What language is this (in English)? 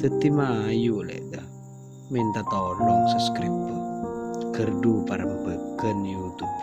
Madurese